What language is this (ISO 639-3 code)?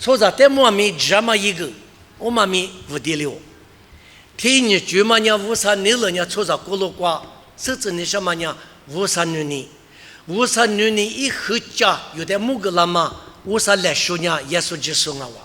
lis